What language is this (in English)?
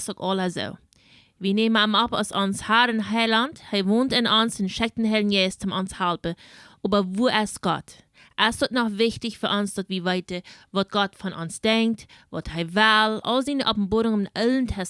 Plautdietsch